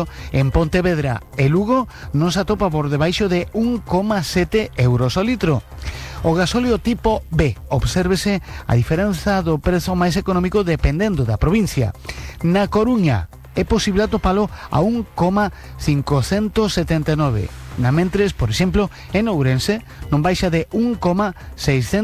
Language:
Galician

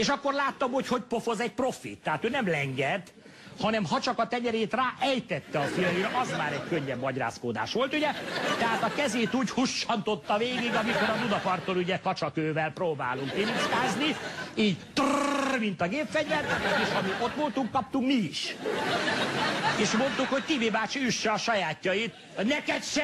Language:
Hungarian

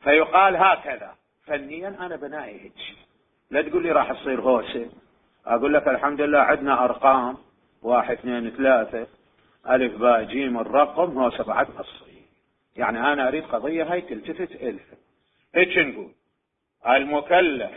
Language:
Mesopotamian Arabic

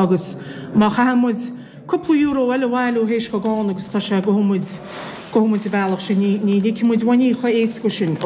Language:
Irish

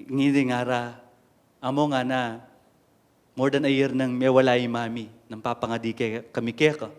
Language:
Pampanga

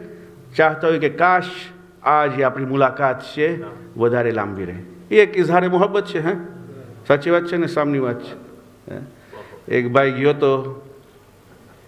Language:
Gujarati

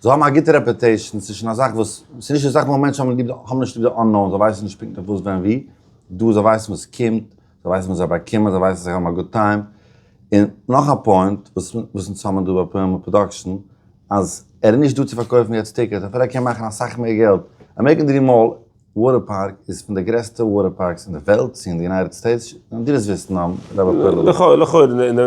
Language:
Yiddish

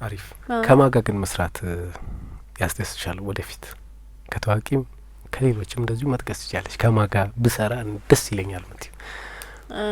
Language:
Amharic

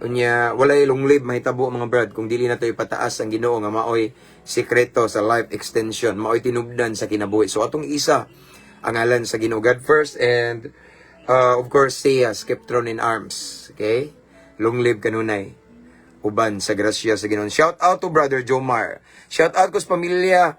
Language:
Cebuano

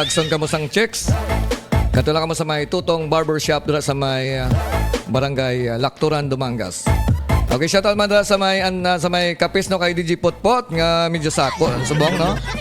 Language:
Hiligaynon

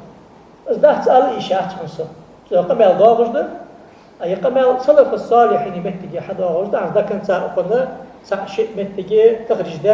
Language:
Ingush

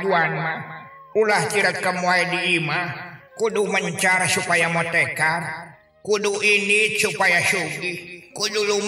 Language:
Sundanese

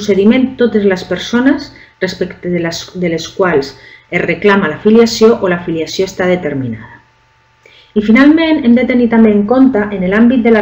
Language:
Catalan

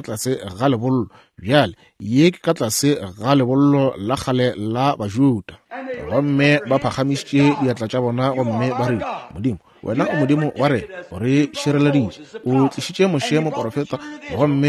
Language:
Northern Sotho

